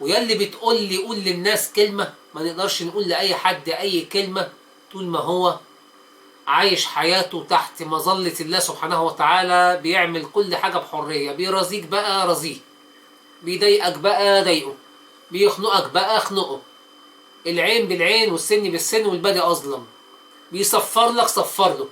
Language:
Egyptian Arabic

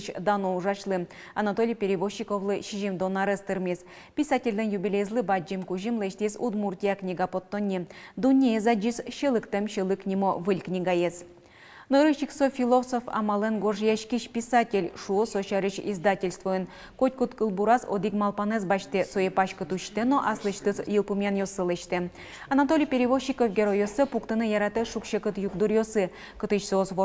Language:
Udmurt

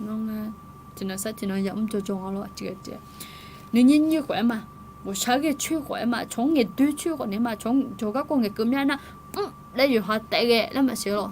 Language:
Akha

